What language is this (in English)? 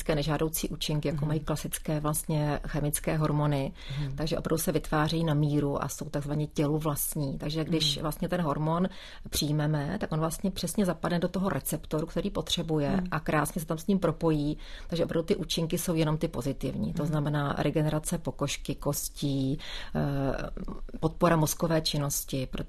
Czech